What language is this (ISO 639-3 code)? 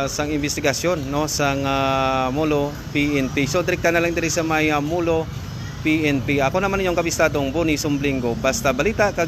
hil